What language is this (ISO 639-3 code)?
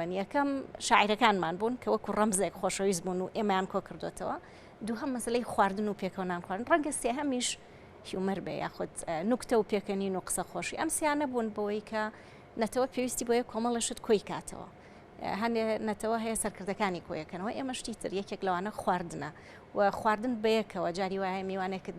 ckb